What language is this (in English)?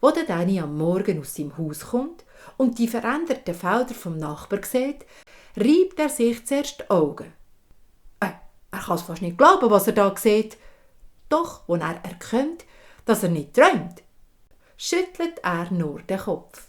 Swiss German